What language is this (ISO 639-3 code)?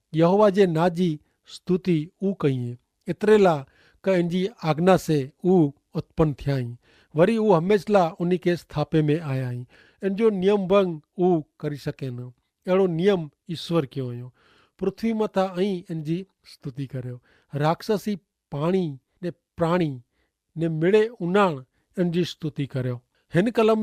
kfr